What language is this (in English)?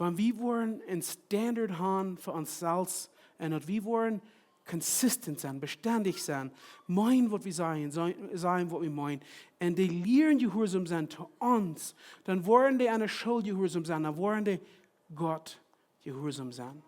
Plautdietsch